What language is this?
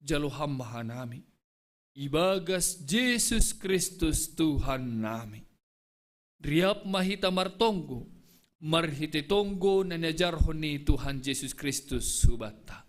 Batak Simalungun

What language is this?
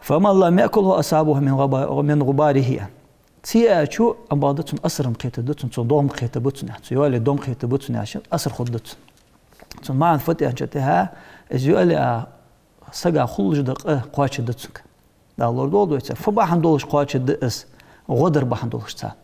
Ingush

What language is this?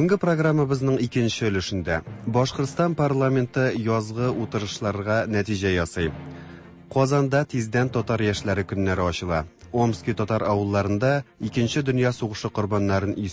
Tatar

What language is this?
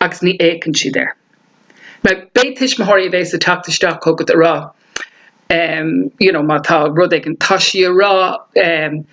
Irish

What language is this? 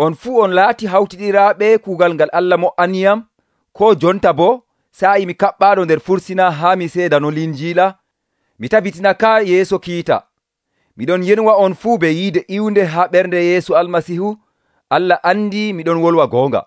Nigerian Fulfulde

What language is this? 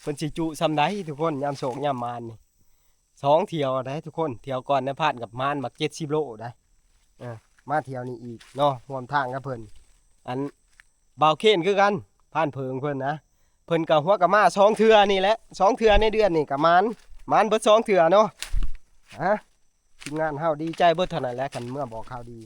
Northeastern Thai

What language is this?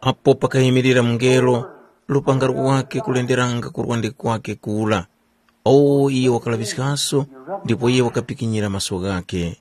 Tumbuka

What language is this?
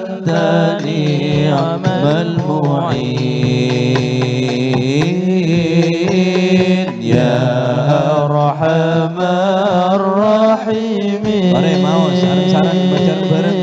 Madurese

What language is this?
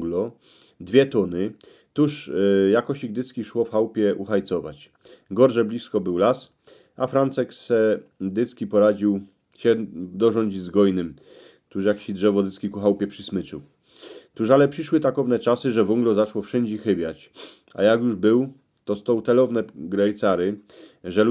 Silesian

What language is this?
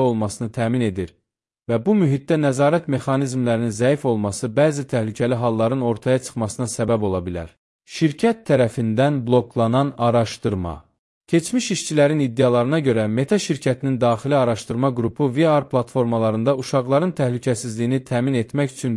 Azerbaijani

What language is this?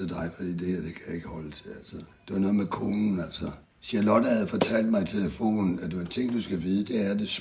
Danish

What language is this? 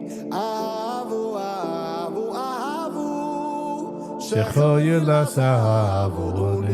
Yiddish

